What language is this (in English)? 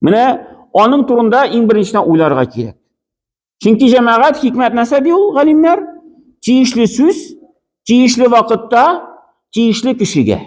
Tatar